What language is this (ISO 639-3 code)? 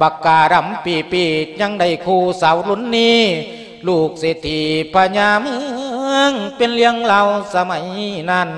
lao